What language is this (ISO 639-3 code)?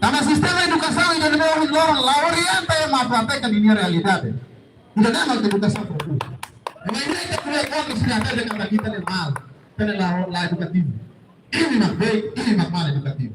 tet